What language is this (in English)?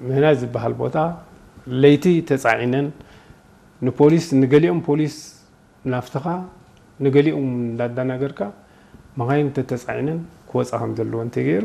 Tigrinya